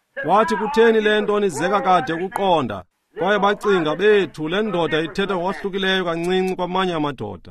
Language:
Xhosa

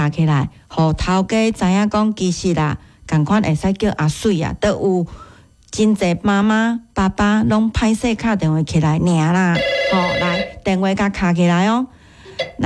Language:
Min Nan Chinese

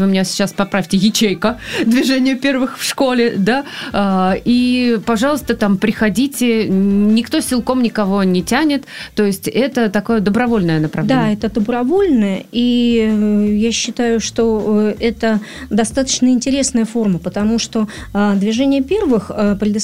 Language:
Russian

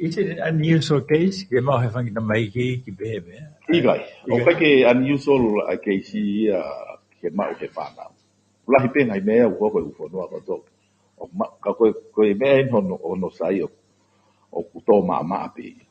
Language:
Tongan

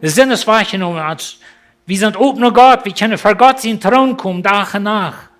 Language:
Plautdietsch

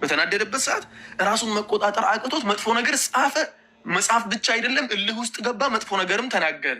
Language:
Amharic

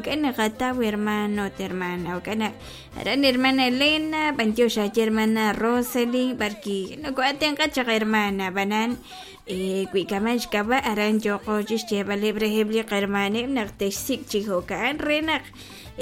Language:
Kekchí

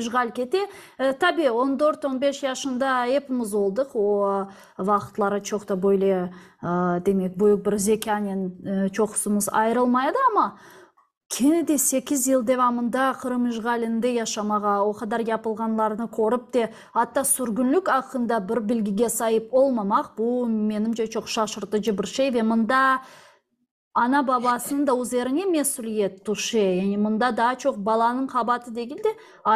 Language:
Crimean Tatar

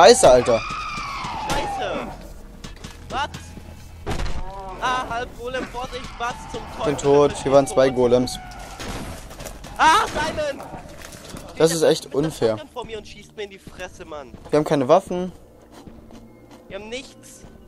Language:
German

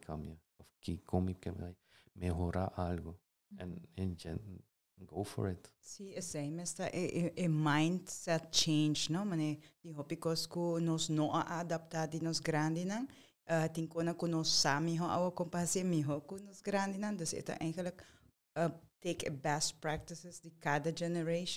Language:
Papiamento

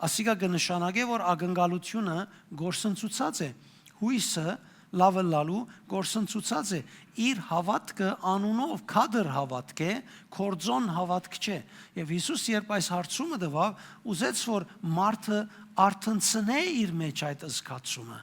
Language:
Western Armenian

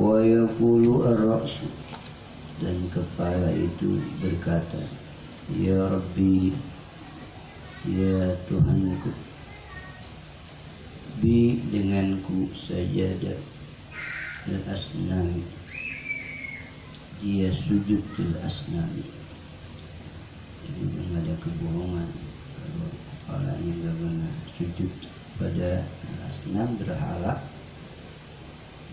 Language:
Indonesian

